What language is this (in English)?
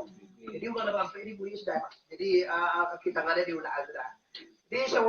Minangkabau